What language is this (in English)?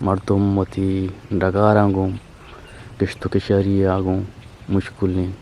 Eastern Balochi